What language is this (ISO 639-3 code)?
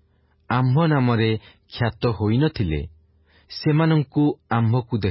ori